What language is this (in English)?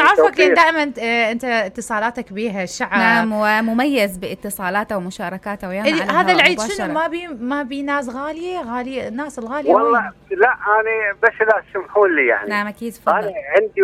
Mesopotamian Arabic